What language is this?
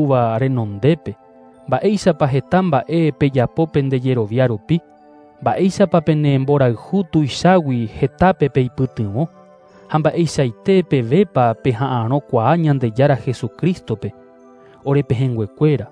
Guarani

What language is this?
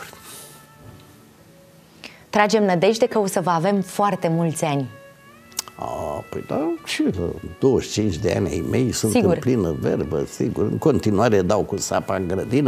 Romanian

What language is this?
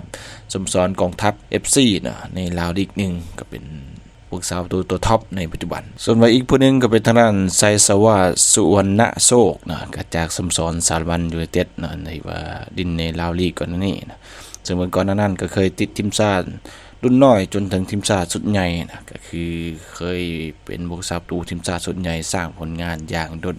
Lao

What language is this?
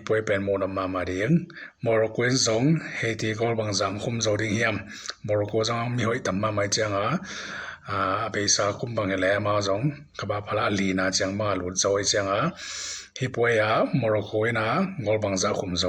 Tedim Chin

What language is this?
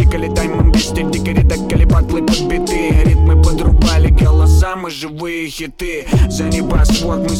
Russian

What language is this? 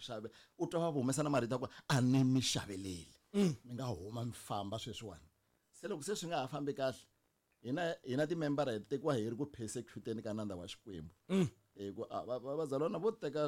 Tsonga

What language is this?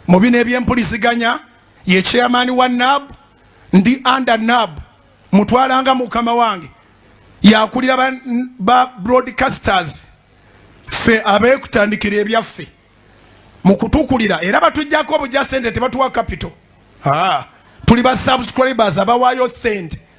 Ganda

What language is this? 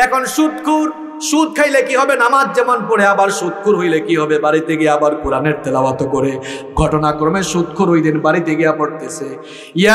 Bangla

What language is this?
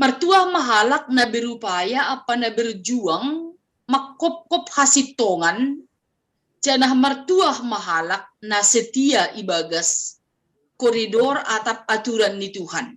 Batak Simalungun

